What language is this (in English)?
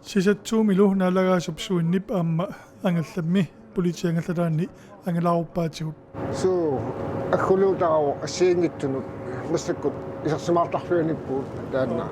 Kalaallisut